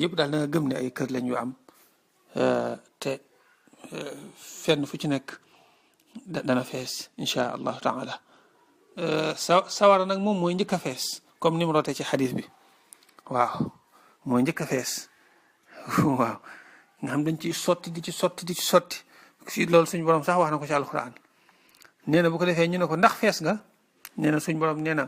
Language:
Wolof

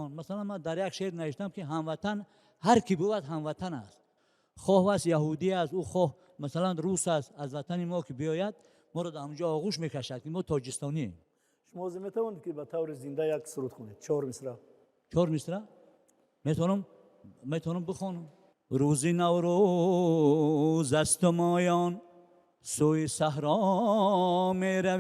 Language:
Tajik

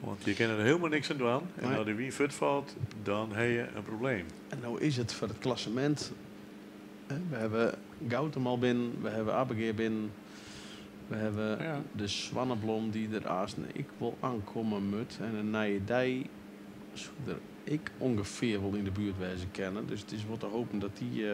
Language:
Western Frisian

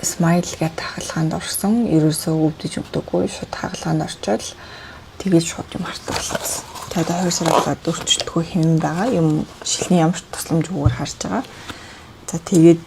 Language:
Mongolian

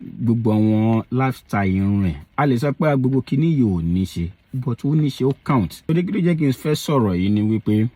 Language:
Yoruba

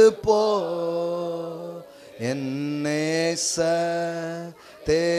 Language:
Tamil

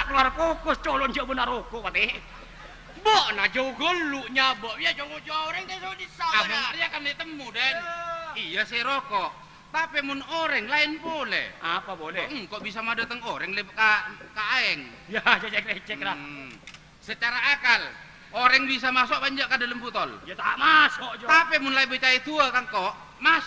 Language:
Madurese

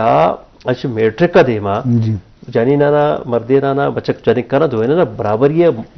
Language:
Eastern Balochi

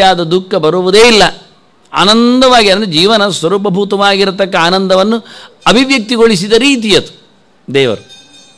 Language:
Kannada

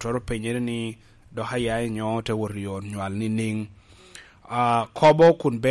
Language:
Lango (Uganda)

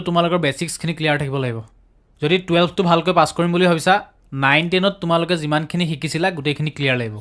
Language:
Assamese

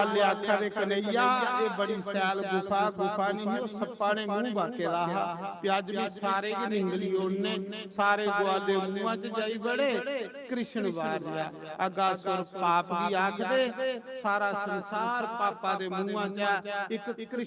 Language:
Dogri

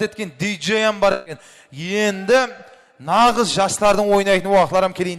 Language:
Kara-Kalpak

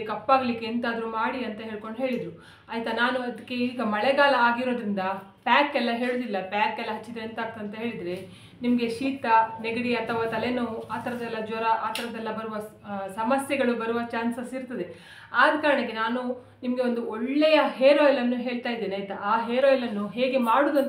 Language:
Kannada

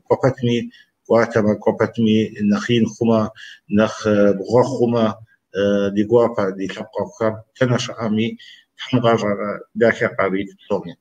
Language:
Kabardian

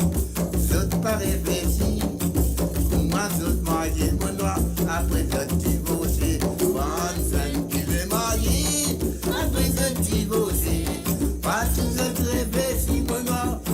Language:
Morisyen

